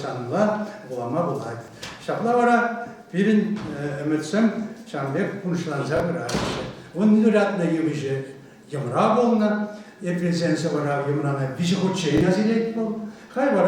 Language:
Chuvash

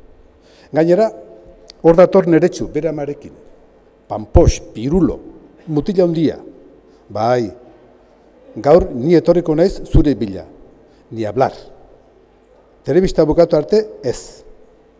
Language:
Basque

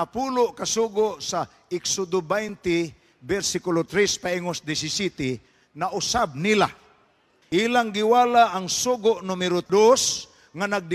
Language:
Cebuano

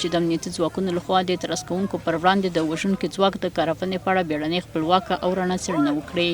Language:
Pashto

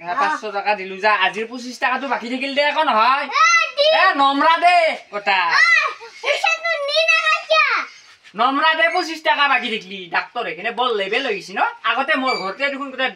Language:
Assamese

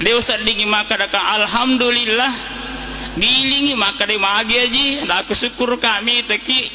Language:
Buginese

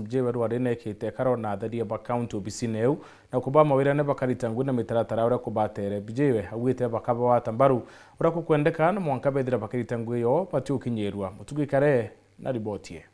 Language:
Meru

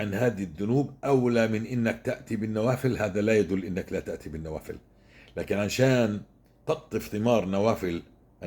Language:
North Levantine Arabic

